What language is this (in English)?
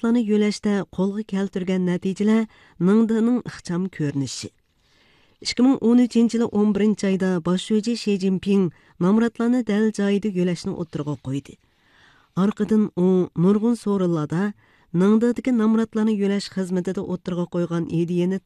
Uyghur